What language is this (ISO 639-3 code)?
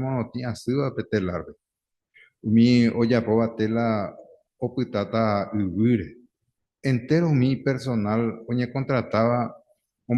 grn